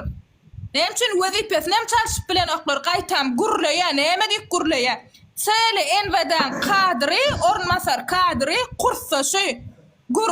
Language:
Turkmen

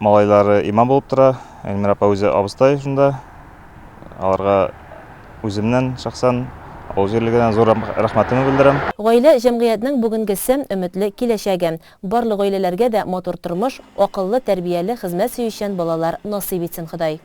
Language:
Tatar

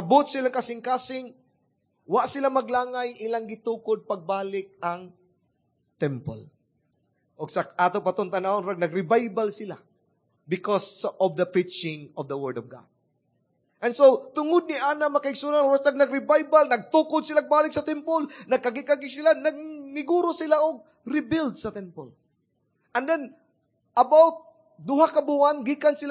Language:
Cebuano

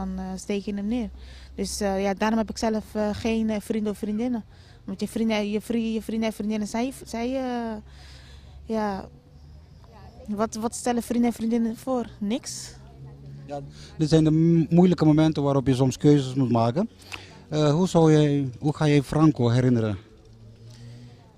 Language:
Dutch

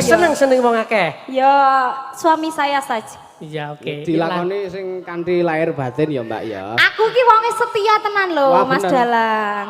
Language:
Javanese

